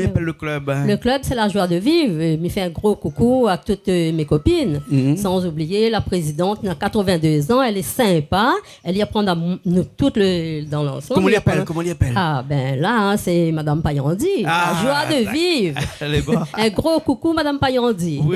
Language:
Réunion Creole French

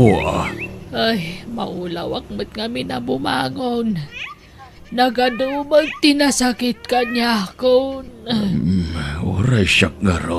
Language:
Iloko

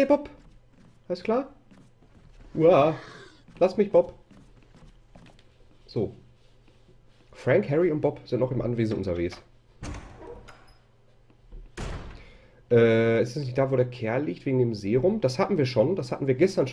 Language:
German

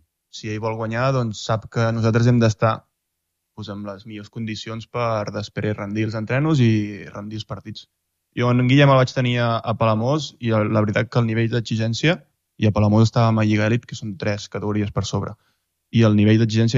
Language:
Catalan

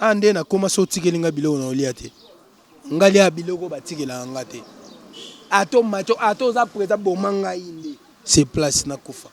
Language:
Lingala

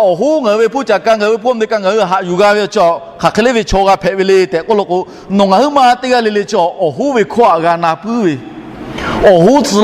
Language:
Lahu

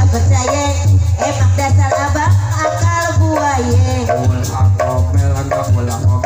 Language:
Betawi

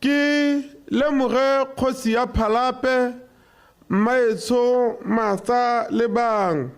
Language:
Tswana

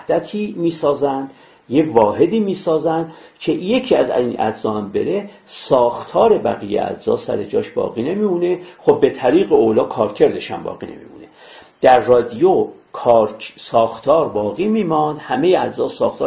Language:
Persian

